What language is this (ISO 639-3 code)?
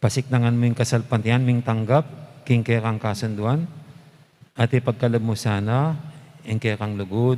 pam